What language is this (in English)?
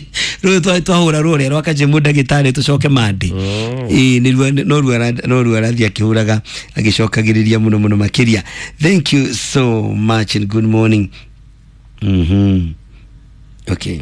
Kikuyu